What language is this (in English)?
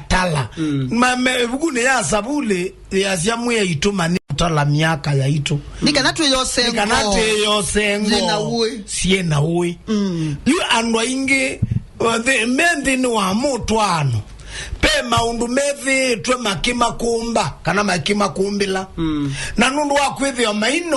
Kamba